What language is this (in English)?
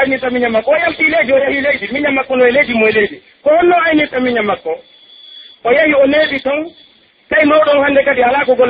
Pular